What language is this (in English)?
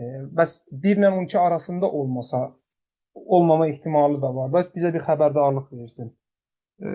Azerbaijani